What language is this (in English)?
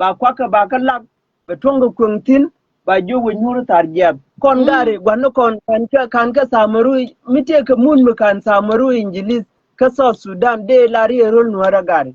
Nuer